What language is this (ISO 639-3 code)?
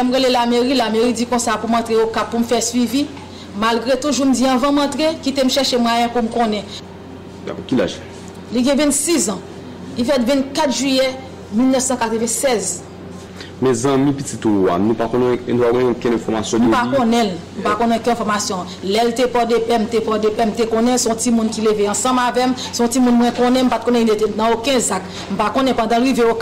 hat